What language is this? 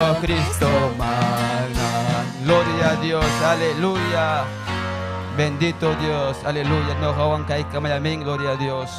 Ayacucho Quechua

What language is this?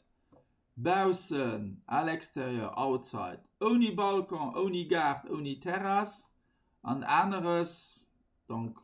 Luxembourgish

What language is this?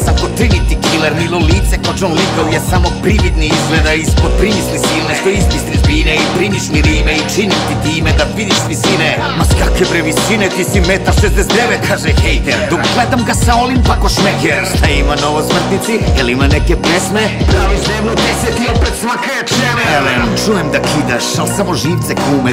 Serbian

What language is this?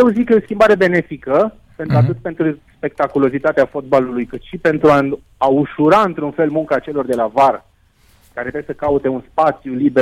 Romanian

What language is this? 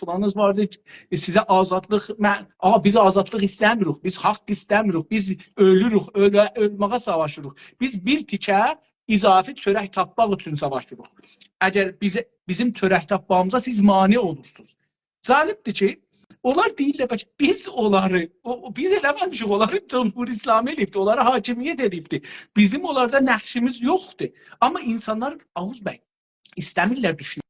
South Azerbaijani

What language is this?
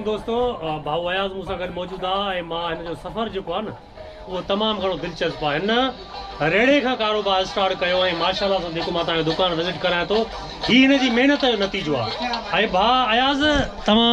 Sindhi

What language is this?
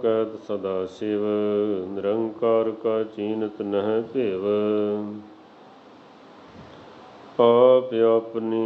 Punjabi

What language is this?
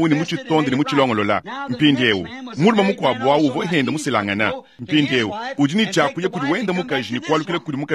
Luba-Lulua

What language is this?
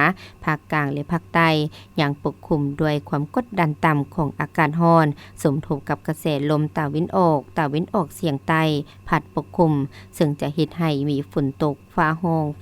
Lao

